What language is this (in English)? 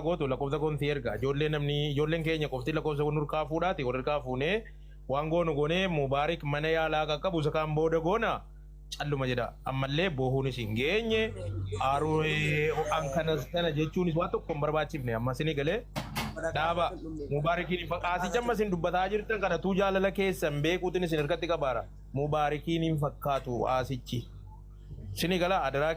Oromo